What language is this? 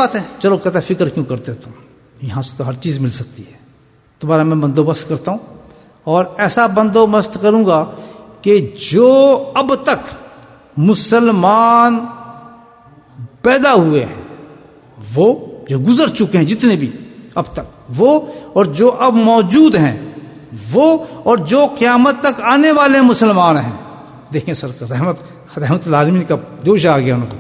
Urdu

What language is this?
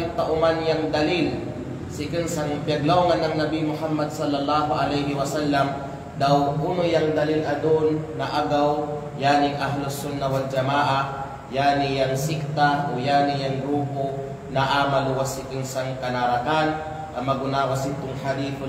Kalagan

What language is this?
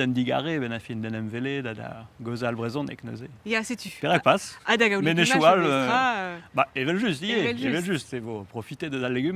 Breton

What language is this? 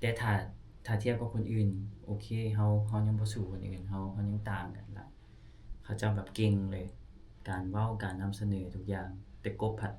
Lao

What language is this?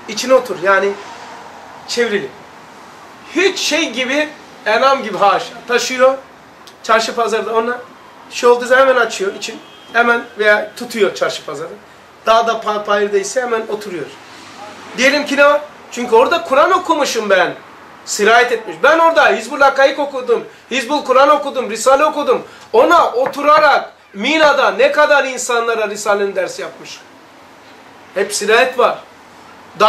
Turkish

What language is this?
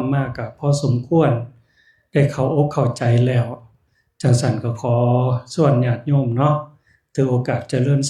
Northeastern Thai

